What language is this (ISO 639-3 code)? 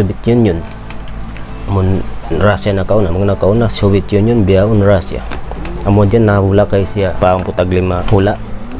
tsg